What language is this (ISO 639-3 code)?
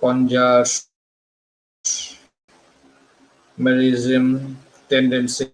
sat